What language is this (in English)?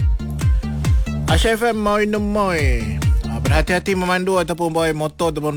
Malay